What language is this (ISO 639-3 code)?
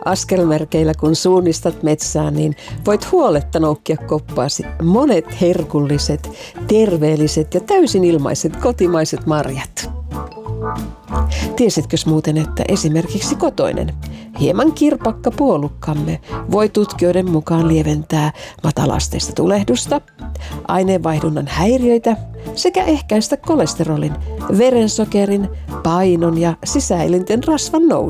fin